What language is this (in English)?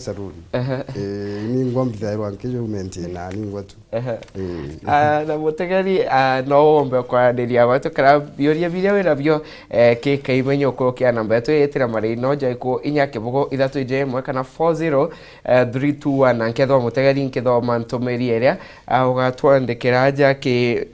Meru